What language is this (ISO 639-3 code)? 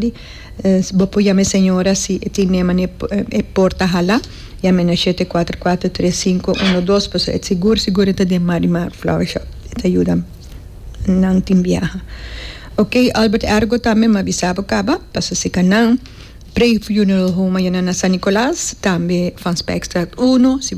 pap